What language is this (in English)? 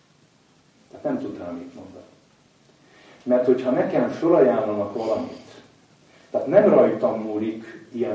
Hungarian